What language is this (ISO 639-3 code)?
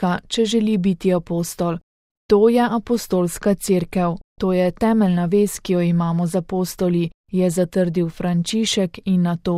slv